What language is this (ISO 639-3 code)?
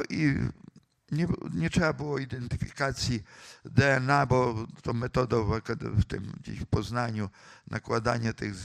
pol